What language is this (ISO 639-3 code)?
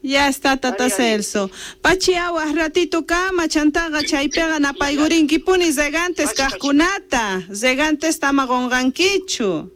que